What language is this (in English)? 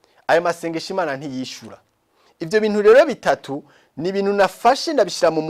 Rundi